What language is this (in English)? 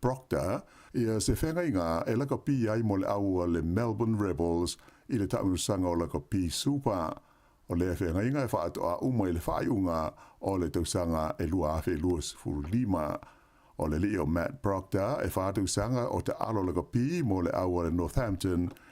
Samoan